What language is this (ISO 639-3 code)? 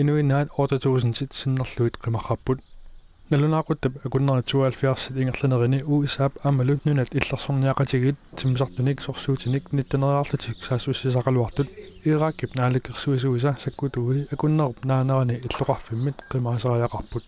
kal